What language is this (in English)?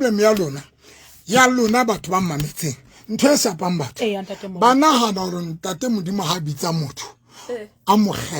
Southern Sotho